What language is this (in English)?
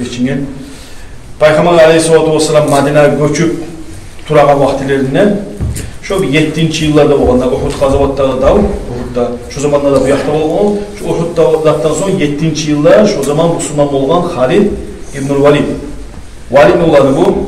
Kumyk